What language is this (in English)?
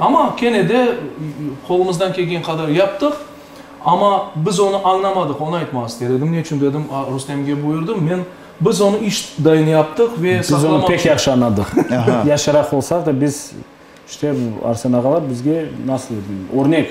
Crimean Tatar